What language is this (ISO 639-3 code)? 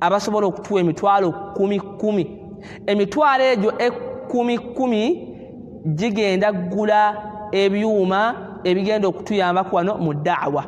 lug